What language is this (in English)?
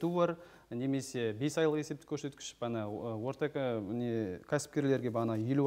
Kazakh